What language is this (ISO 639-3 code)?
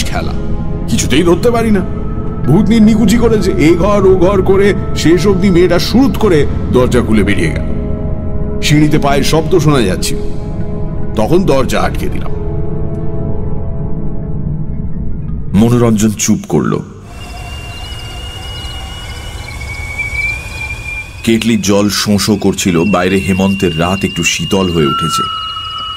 ben